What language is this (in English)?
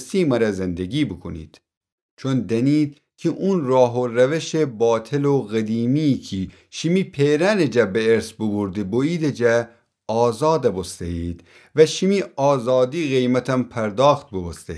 Gilaki